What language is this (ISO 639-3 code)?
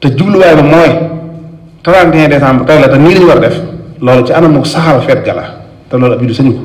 wol